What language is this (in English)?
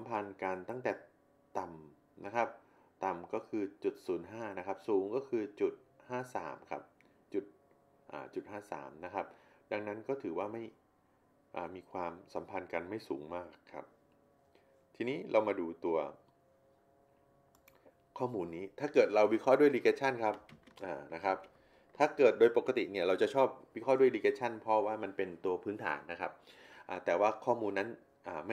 Thai